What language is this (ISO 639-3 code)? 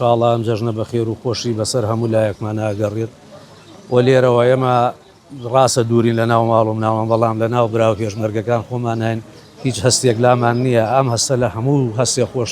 ckb